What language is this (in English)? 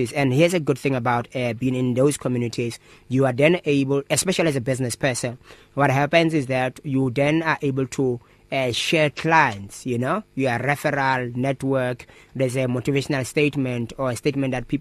English